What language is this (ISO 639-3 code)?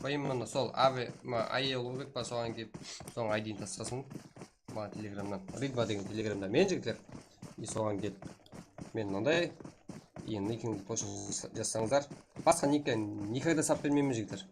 kaa